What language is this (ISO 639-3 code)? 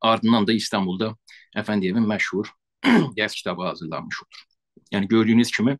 azb